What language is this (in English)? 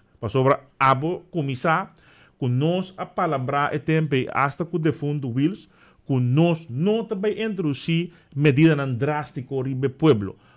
Papiamento